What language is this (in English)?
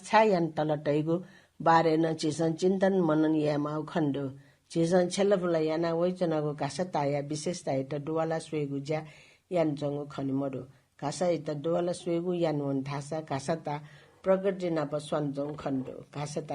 Newari